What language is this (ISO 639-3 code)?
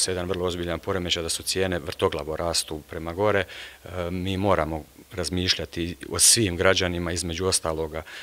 hrv